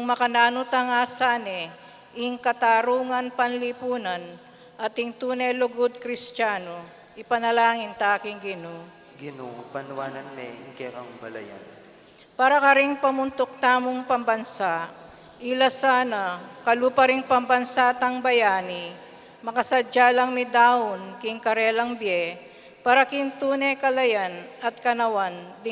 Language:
Pampanga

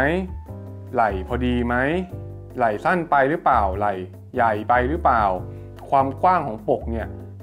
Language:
Thai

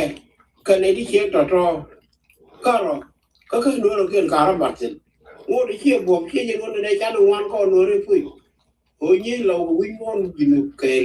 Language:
Nuer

